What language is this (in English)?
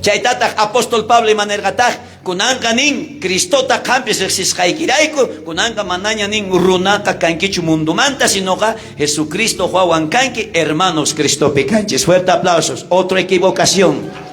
South Bolivian Quechua